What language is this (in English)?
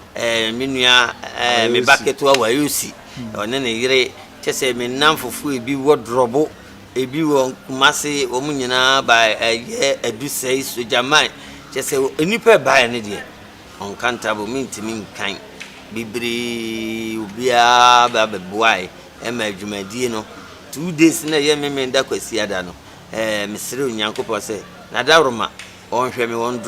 Akan